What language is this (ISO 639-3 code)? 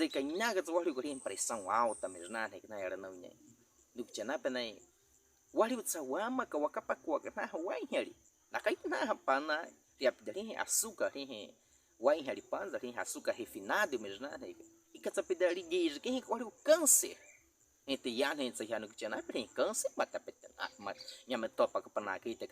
bwi